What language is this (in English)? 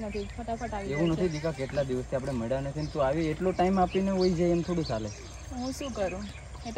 Gujarati